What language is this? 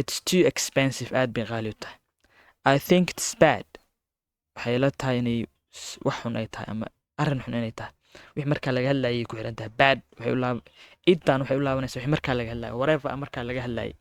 Somali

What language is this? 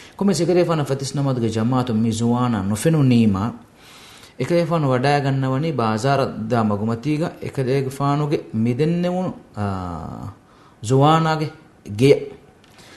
Divehi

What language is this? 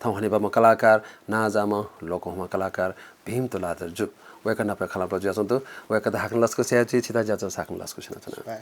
Newari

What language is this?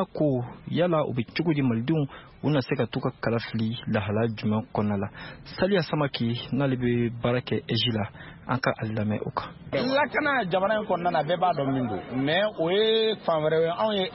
Bambara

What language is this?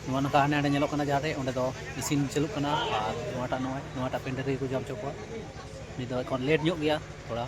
Santali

